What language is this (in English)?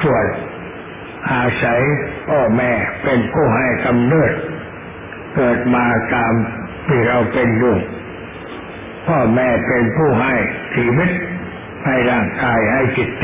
Thai